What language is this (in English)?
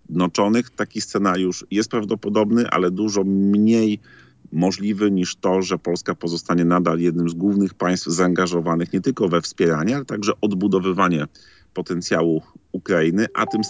Polish